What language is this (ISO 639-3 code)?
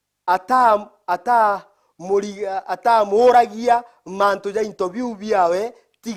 mer